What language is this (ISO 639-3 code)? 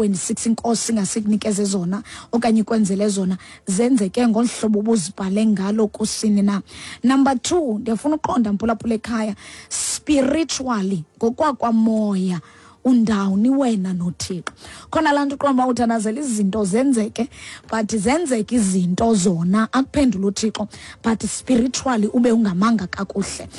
xho